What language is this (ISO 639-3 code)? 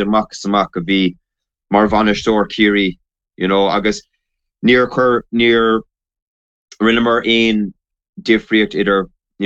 gle